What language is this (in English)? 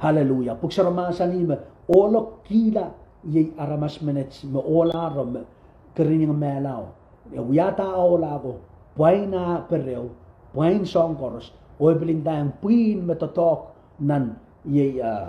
Pohnpeian